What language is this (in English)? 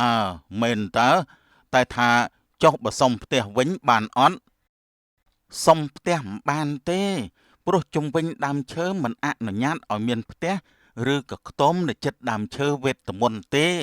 Khmer